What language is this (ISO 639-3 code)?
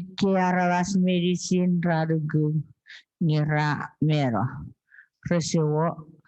chk